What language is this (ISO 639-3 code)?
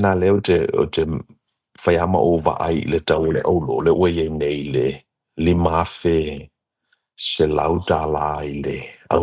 smo